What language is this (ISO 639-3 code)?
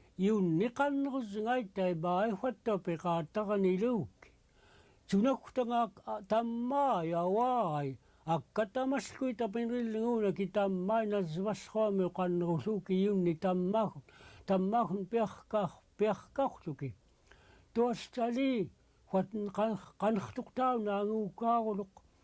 esu